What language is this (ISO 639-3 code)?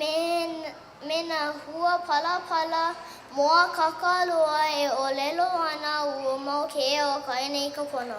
haw